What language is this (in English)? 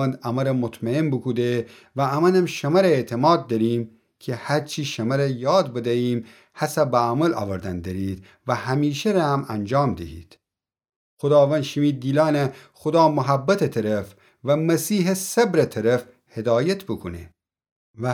Gilaki